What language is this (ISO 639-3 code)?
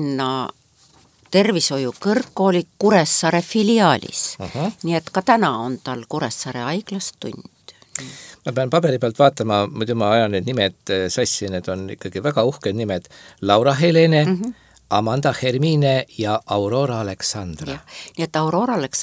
est